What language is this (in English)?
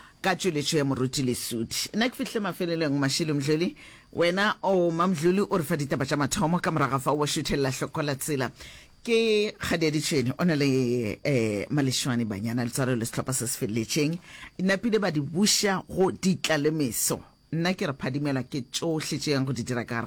Northern Sotho